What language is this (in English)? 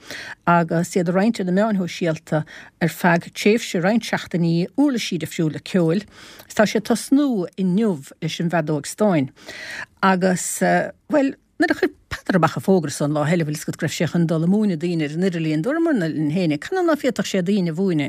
Irish